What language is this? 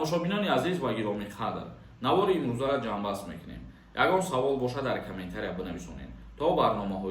Tajik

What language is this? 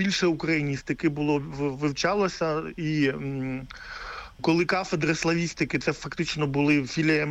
Ukrainian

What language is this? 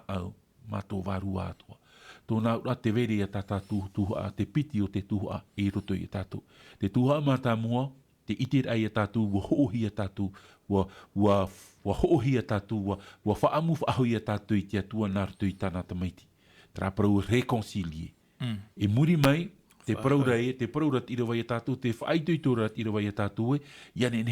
Tahitian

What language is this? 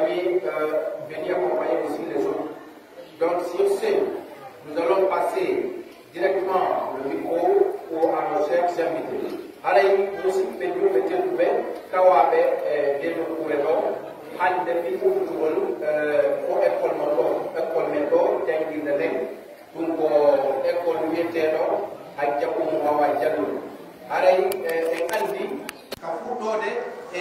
Pular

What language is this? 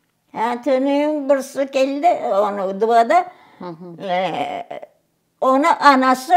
Crimean Tatar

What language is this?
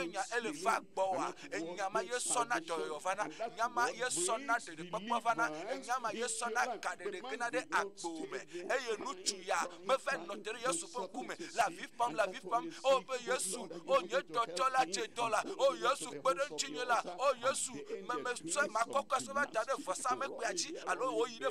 Ewe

